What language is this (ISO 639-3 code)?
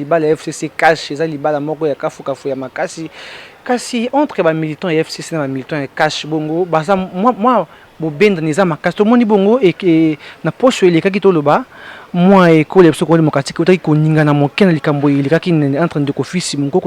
lin